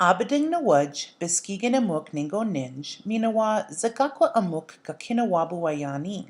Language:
Chippewa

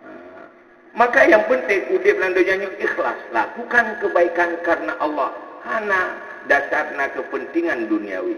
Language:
Achinese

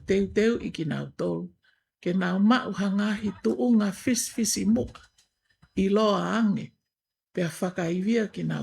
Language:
Tongan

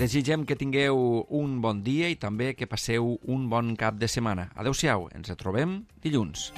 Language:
Catalan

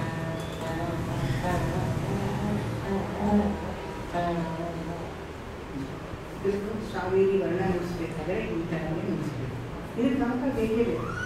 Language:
Kannada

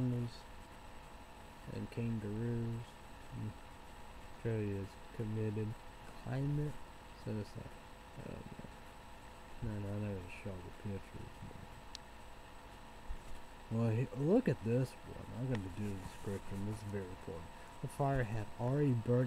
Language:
English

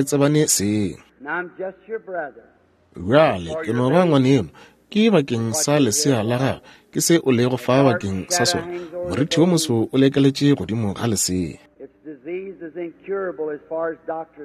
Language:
Northern Sotho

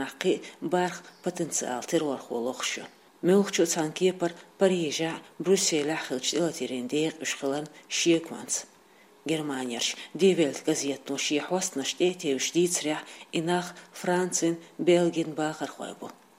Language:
Chechen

